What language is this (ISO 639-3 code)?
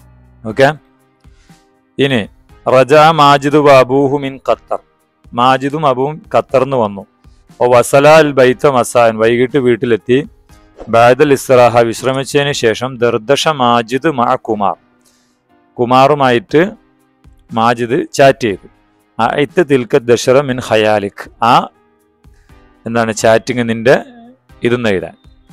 mal